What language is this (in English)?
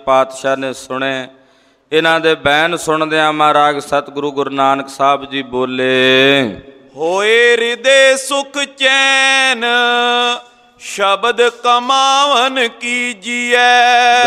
Punjabi